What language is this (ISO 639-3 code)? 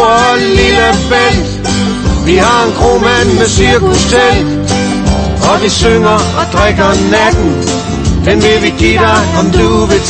dan